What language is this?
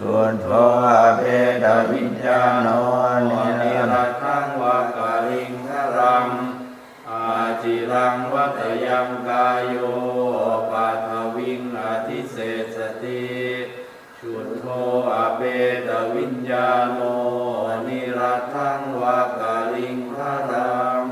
Pali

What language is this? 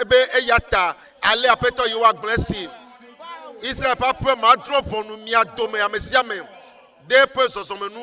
Ewe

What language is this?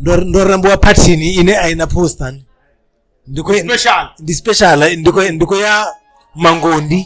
Venda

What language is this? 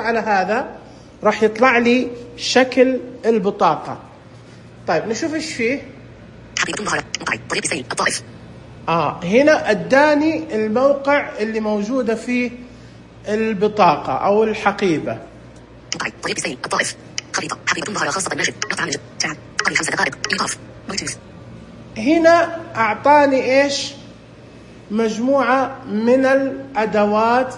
Najdi Arabic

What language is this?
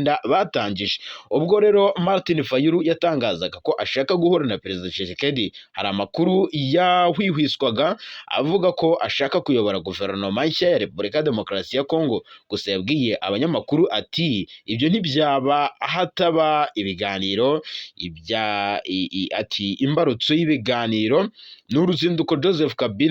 Kinyarwanda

